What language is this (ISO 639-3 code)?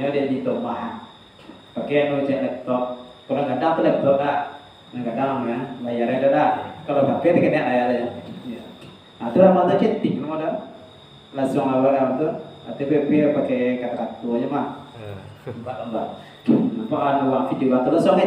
min